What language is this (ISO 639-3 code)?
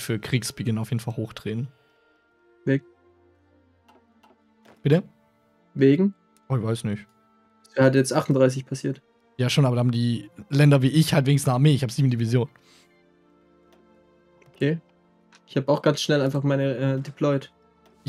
deu